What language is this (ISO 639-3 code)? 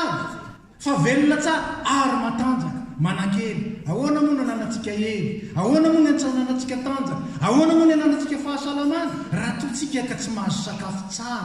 mlg